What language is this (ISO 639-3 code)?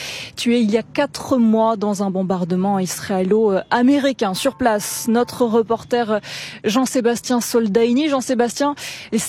fra